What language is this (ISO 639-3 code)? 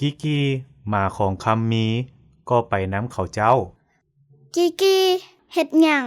lao